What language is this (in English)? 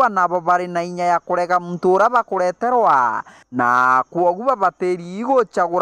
Meru